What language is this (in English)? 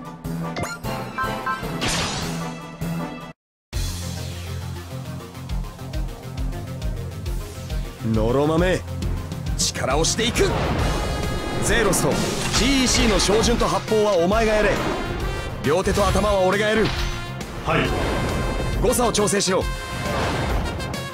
Japanese